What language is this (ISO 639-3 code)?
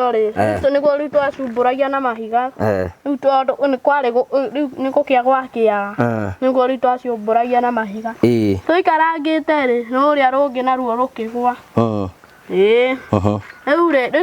kik